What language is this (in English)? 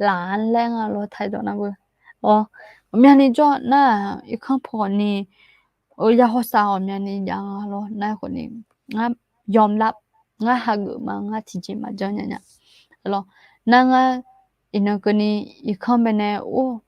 Akha